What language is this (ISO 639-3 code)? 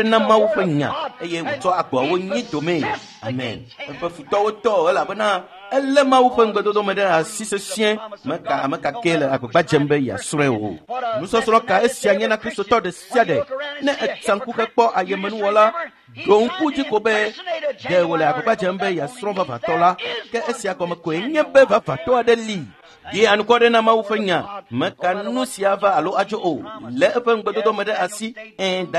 ewe